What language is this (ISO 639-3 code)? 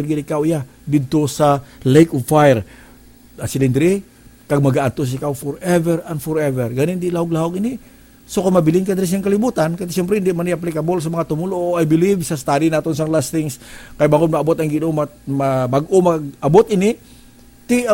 hil